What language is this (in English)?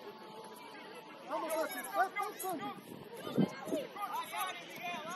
Portuguese